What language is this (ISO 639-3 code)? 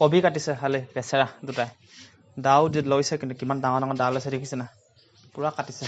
asm